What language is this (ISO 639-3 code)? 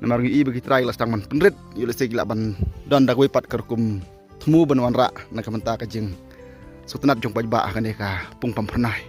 kha